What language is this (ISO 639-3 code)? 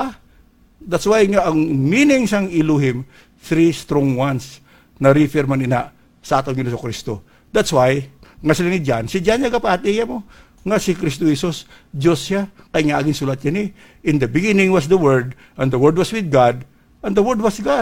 hil